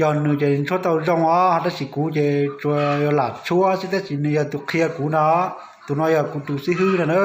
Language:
Hmong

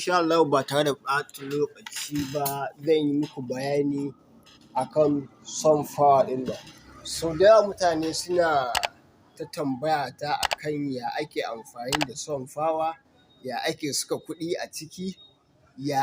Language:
Hausa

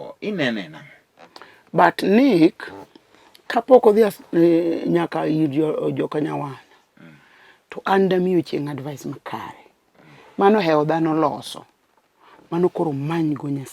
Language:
Luo (Kenya and Tanzania)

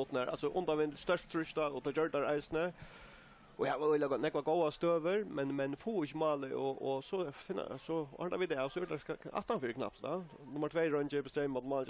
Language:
Faroese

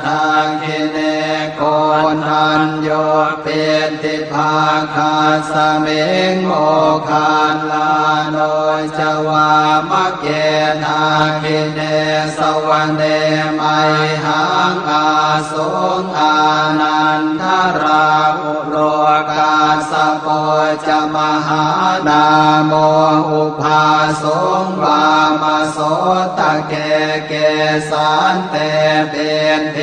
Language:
Pali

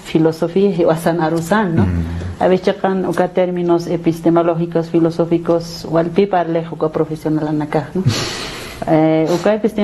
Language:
Aymara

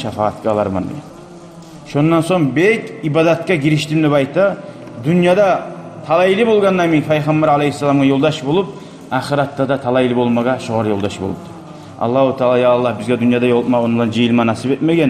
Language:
Kumyk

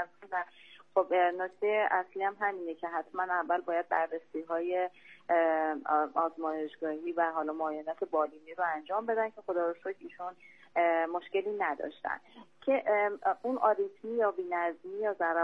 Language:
Persian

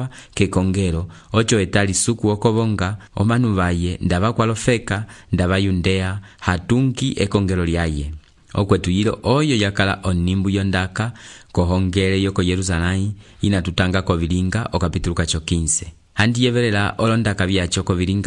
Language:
Umbundu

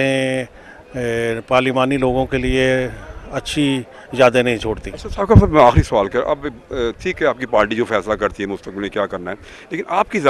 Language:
Urdu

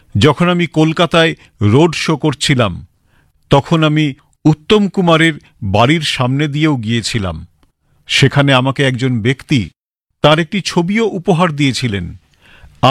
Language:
Bangla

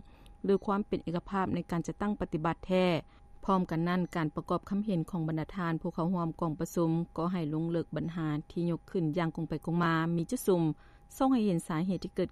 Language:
Lao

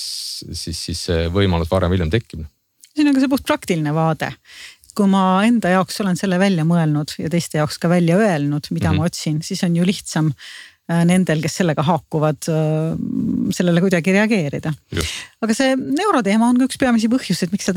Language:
Estonian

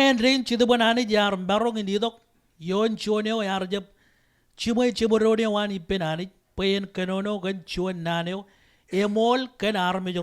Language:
Marshallese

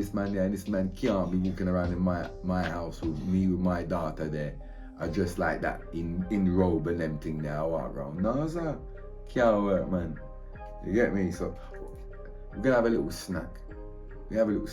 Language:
Jamaican Creole English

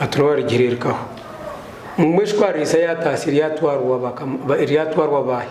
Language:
Nyankole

